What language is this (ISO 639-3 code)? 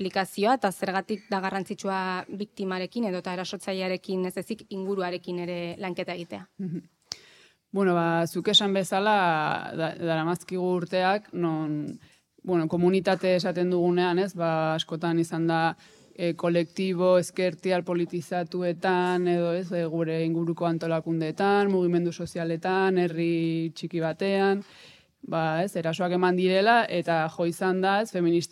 eus